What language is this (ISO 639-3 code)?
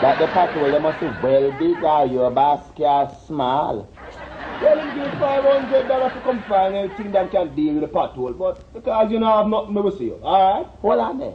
jam